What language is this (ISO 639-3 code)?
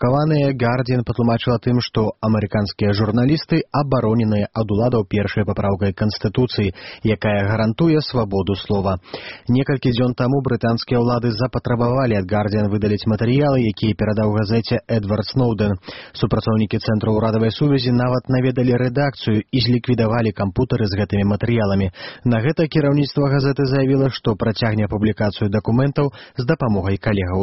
bel